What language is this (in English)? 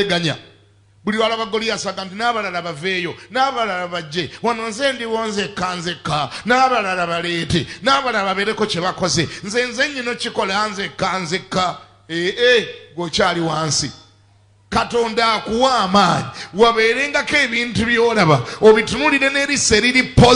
Ganda